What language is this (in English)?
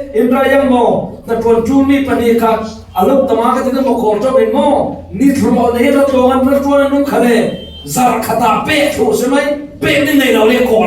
Falam Chin